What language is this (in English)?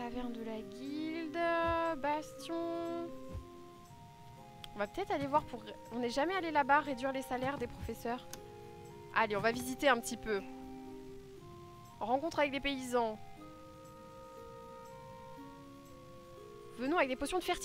French